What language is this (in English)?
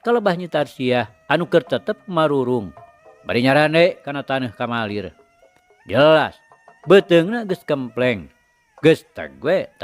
Sundanese